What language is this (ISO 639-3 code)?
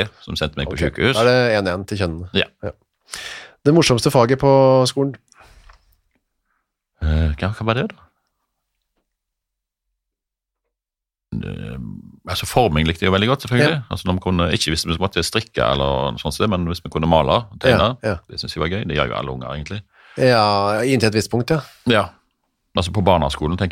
nor